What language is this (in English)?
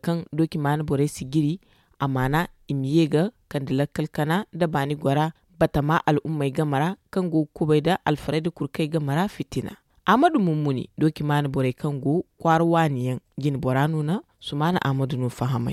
Zarma